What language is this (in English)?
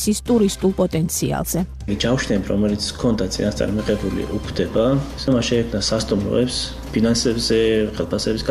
Georgian